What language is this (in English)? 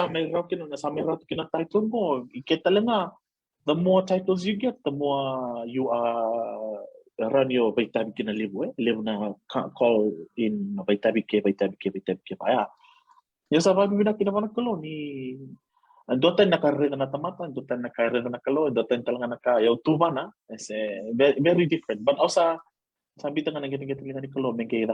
Fijian